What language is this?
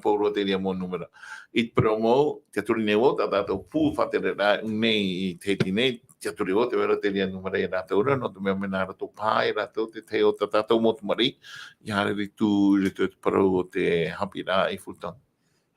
Tahitian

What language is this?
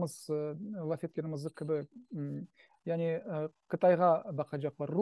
Crimean Tatar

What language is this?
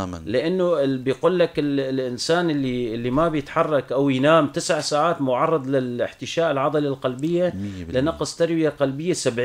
North Levantine Arabic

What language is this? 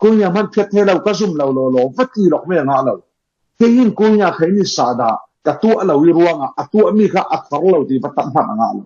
Falam Chin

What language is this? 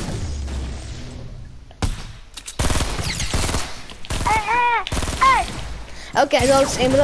Dutch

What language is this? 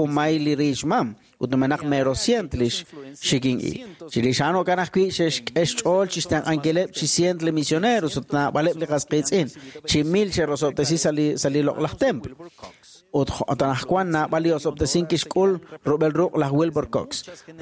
Kekchí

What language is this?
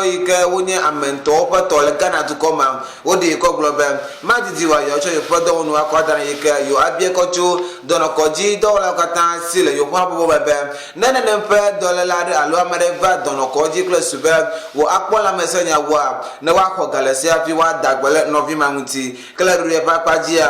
Ewe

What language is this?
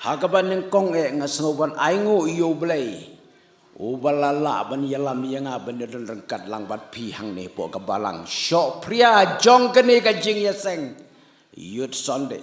Khasi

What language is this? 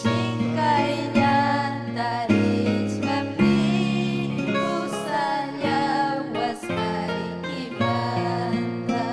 Ayacucho Quechua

